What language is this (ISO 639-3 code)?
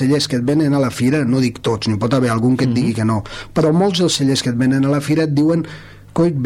cat